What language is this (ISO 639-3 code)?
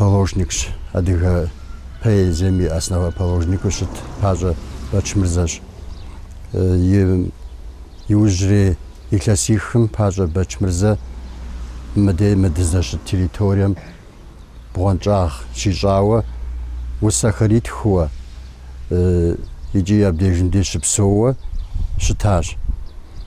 kbd